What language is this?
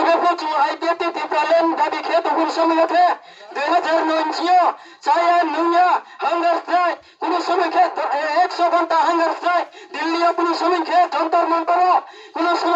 Riang (India)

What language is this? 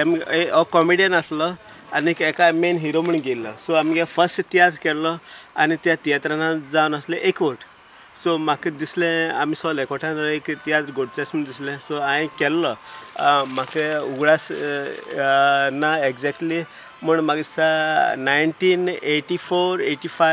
Konkani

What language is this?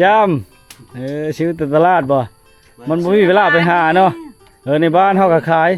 Lao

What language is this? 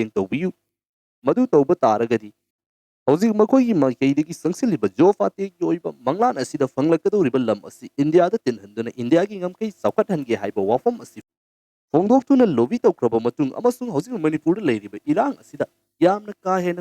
Manipuri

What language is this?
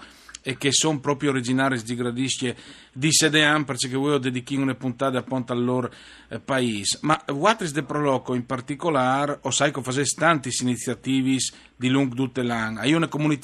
Friulian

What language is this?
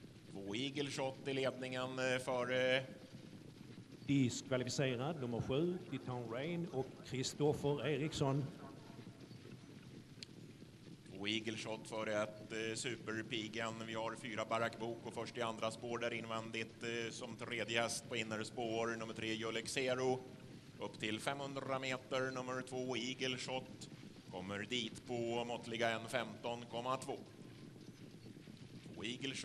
Swedish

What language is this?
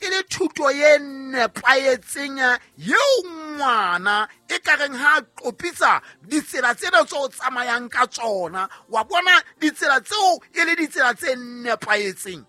Southern Sotho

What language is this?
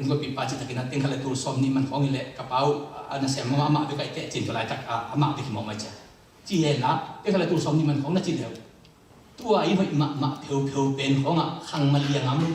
Tedim Chin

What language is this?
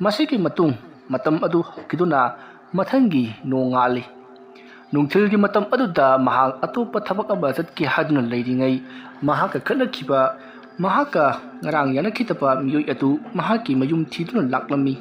Manipuri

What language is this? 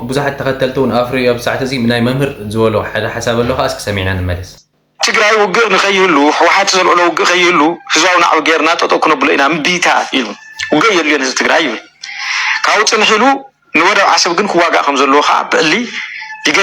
Tigrinya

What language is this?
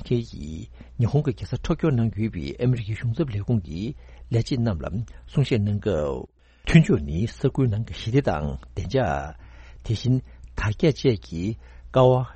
Tibetan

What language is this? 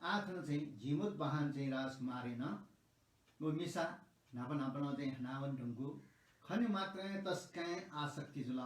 Newari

